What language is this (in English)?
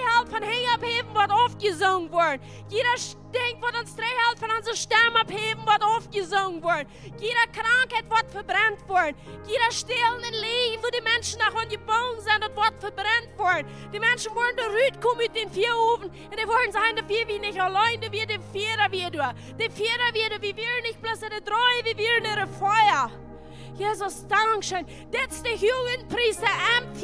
Plautdietsch